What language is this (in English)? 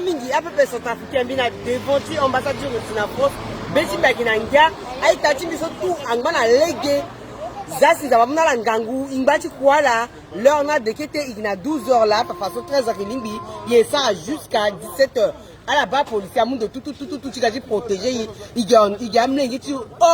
Sango